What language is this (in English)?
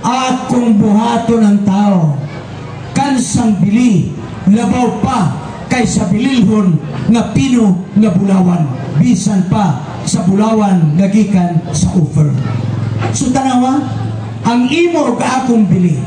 Cebuano